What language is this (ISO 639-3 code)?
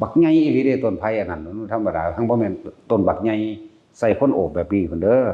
tts